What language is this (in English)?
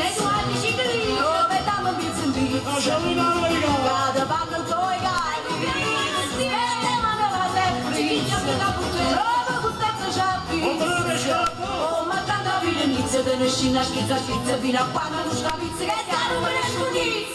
Neapolitan